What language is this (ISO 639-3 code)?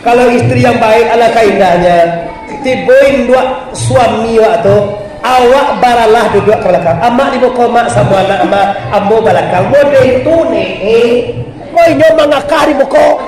min